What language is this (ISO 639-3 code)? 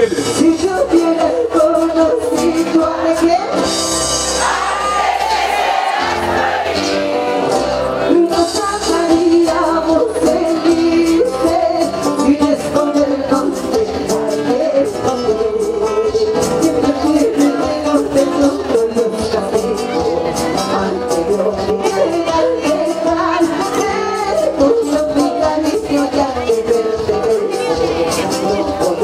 spa